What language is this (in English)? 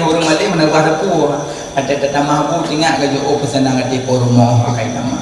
Achinese